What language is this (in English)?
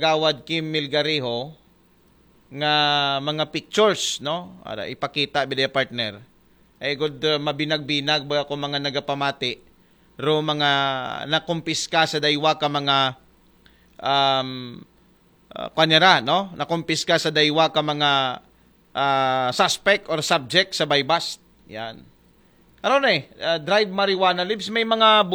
Aklanon